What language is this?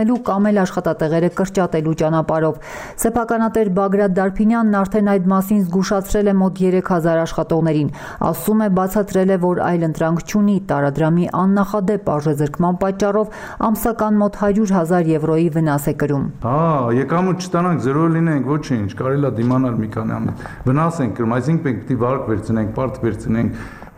Armenian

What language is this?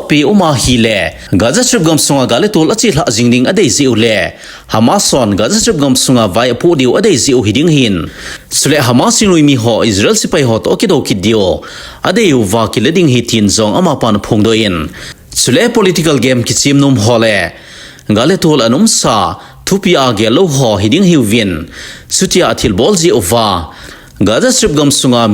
Thado Chin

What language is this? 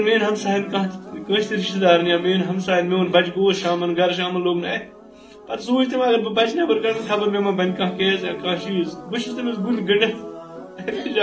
Kashmiri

